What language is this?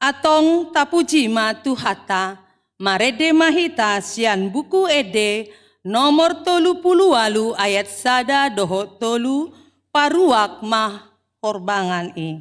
Batak Toba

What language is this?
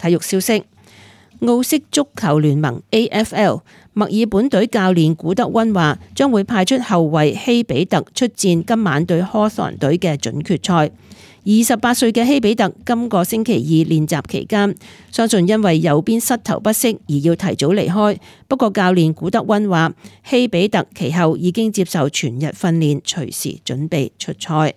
Cantonese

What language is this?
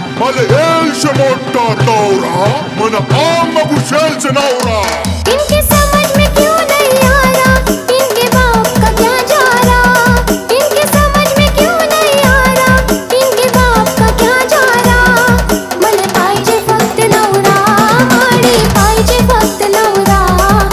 Ahirani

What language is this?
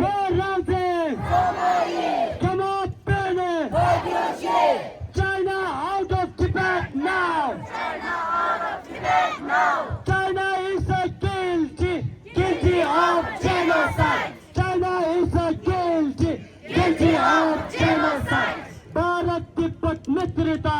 Tibetan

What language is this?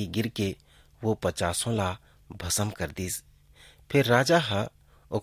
Chhattisgarhi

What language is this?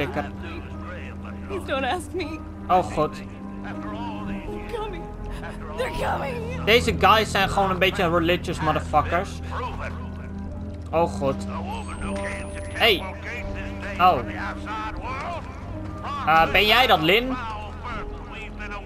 Dutch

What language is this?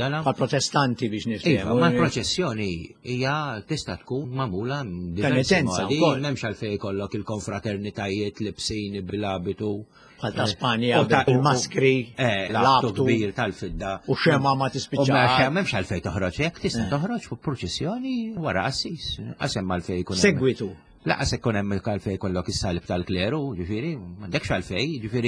Maltese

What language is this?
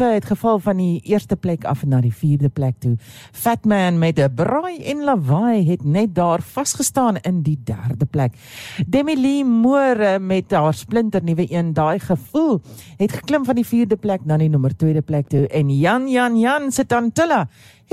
Afrikaans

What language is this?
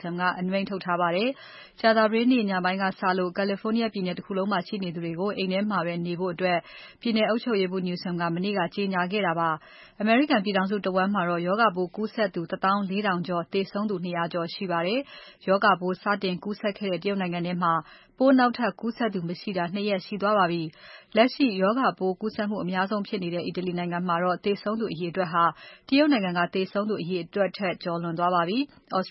Burmese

